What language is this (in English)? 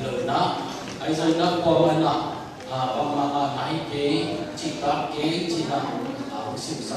Tedim Chin